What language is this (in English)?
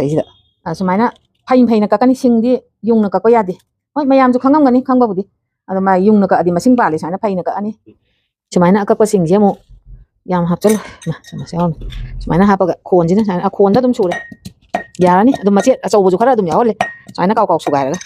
Manipuri